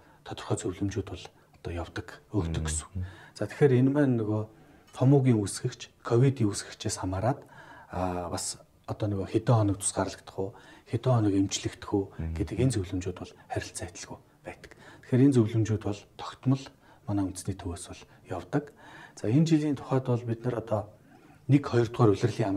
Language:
Mongolian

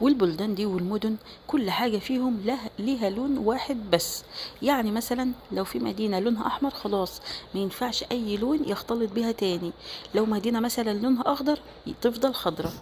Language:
Egyptian Arabic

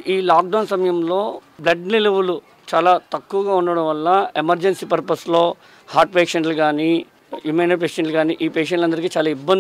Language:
Telugu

